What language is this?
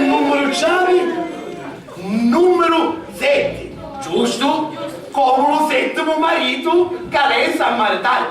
Sicilian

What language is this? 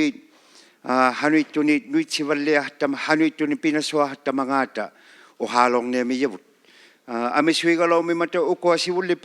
Inuktitut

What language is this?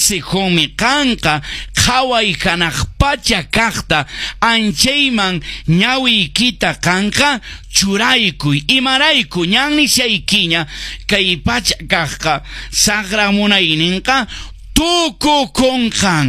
Quechua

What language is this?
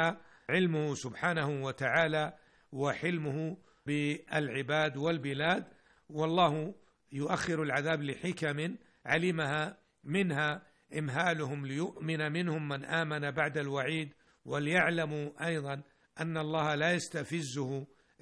Arabic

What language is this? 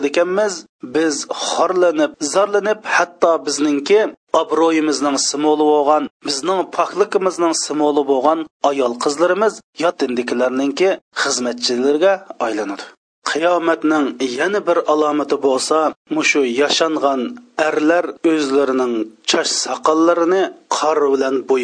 Uyghur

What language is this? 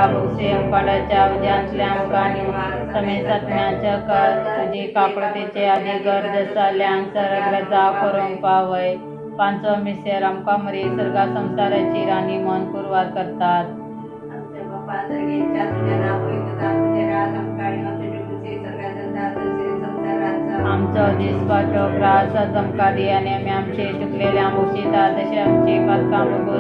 Konkani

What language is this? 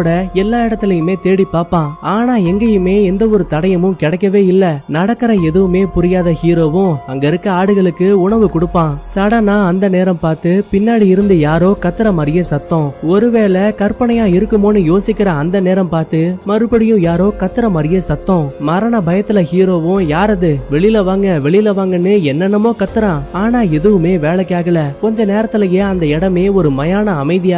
Tamil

